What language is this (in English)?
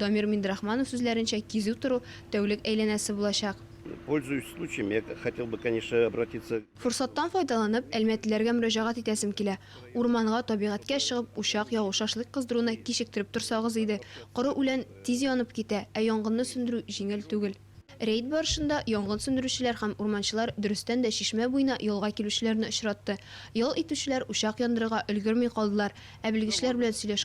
Tatar